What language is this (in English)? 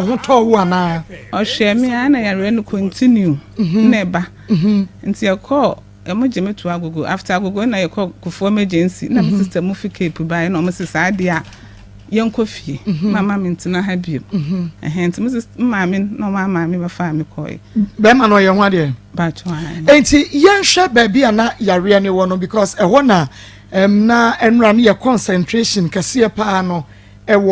Akan